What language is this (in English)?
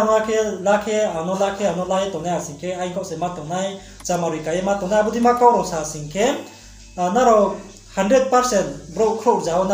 Riang (India)